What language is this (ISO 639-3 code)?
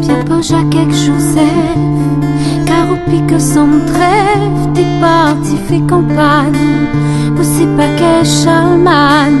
rcf